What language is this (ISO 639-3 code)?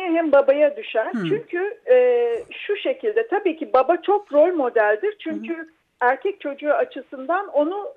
tur